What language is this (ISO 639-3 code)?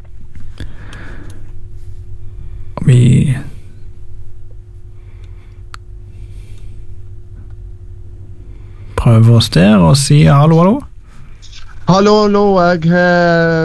nor